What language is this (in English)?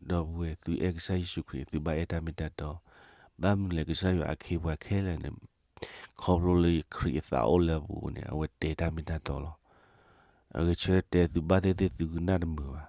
S'gaw Karen